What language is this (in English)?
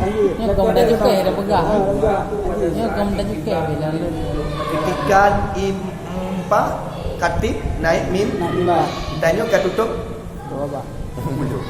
Achinese